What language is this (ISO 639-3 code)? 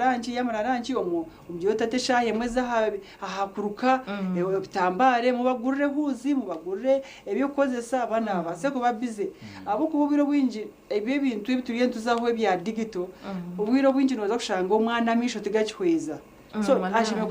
nyn